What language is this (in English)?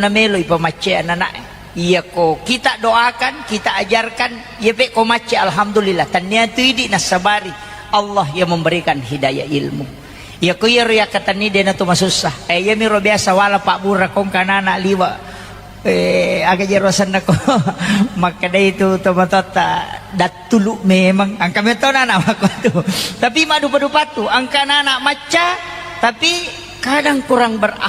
Buginese